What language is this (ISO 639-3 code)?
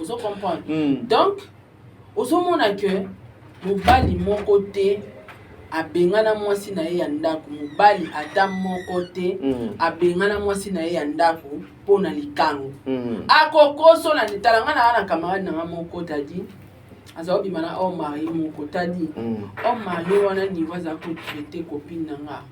lin